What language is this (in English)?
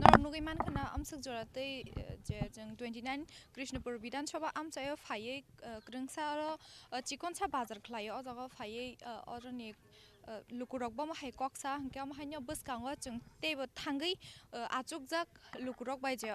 Kok Borok